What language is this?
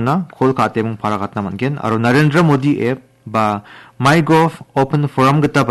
Garo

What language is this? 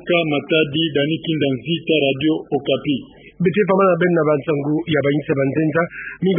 Kituba (Democratic Republic of Congo)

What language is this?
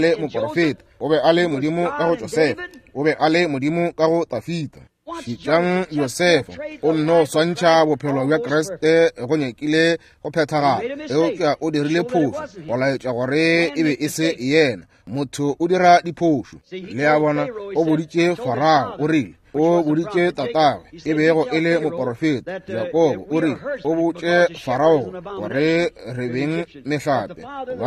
Northern Sotho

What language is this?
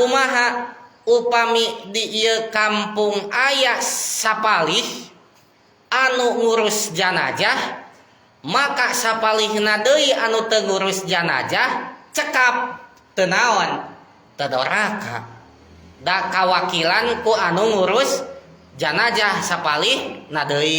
Sundanese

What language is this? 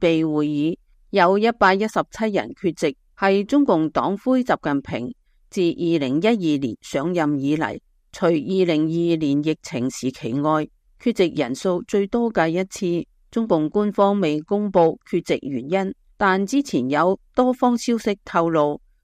Cantonese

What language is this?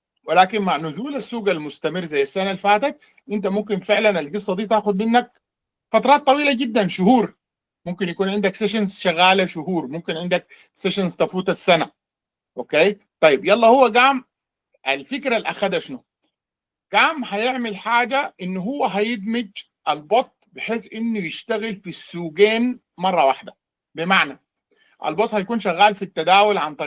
Sudanese Arabic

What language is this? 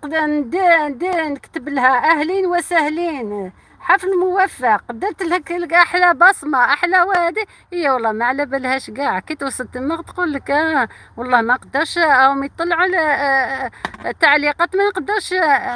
Algerian Arabic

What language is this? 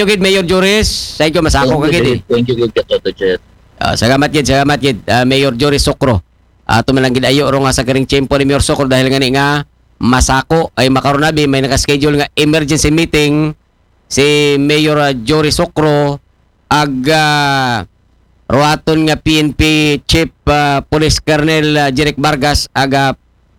Aklanon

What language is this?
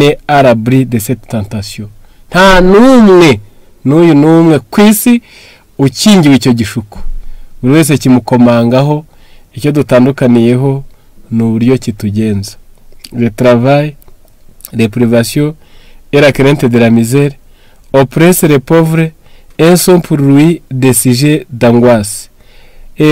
Kinyarwanda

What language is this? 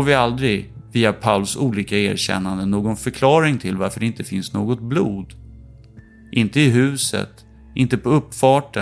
Swedish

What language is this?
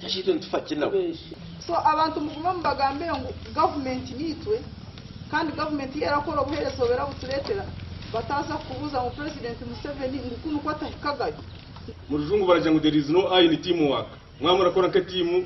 Nyankole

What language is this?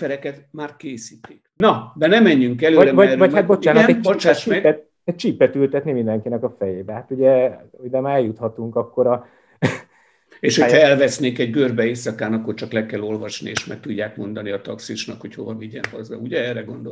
Hungarian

